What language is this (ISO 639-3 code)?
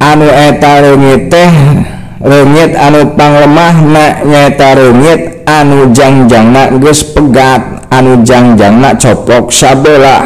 sun